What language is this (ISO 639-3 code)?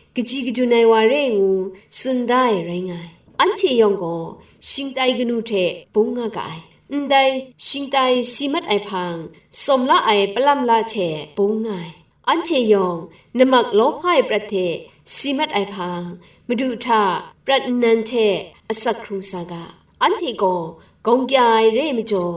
kac